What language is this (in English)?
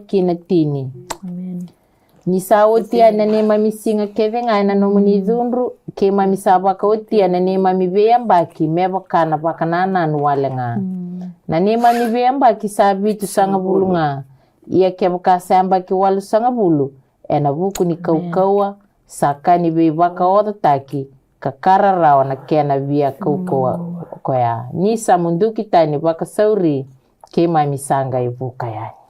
Fijian